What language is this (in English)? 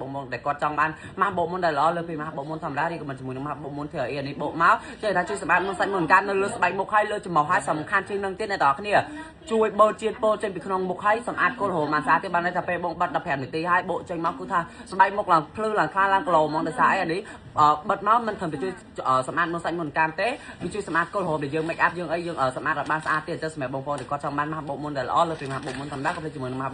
Khmer